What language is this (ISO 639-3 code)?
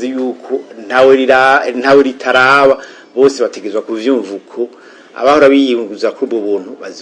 run